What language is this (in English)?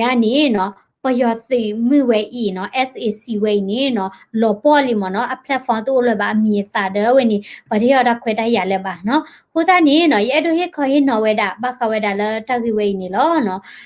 S'gaw Karen